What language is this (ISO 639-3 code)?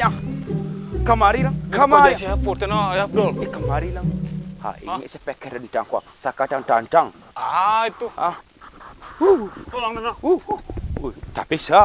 min